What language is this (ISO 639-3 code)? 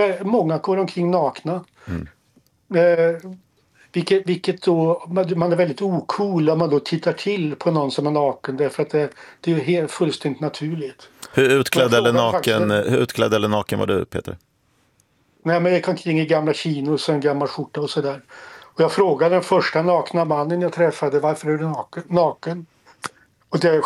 swe